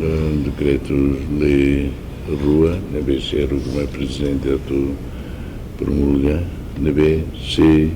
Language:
Tetum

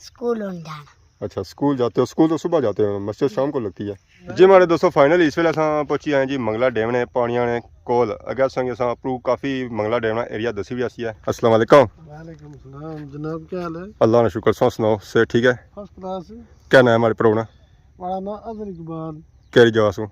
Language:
Pahari-Potwari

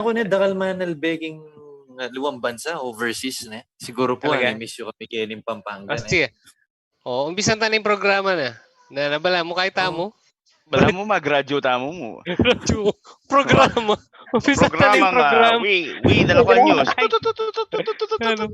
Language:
Pampanga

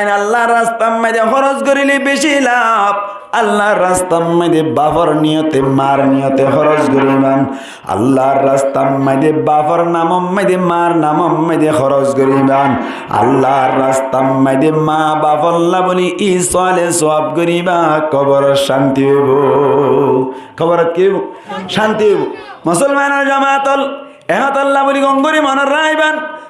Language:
Rohingya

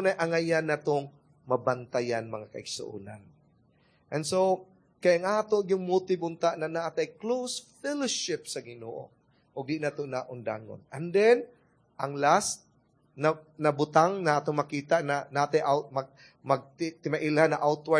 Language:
Cebuano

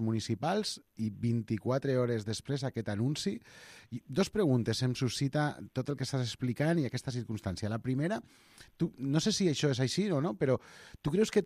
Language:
Catalan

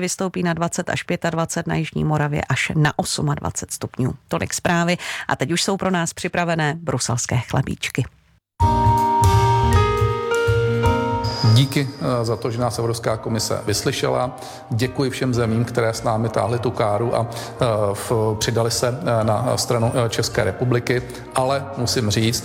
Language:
Czech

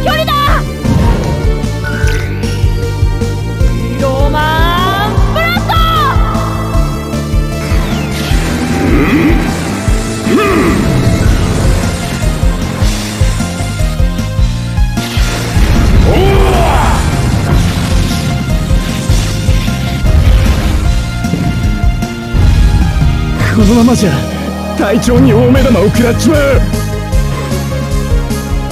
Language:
Japanese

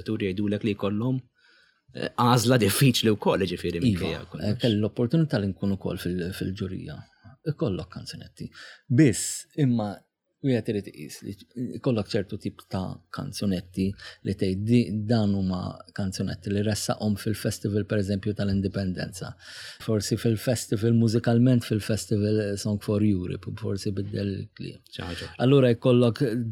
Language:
Maltese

